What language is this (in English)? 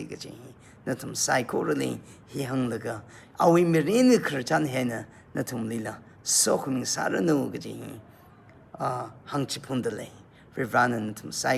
Tangkhul Naga (India)